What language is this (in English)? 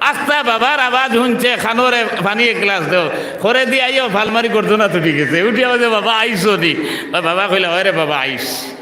Sylheti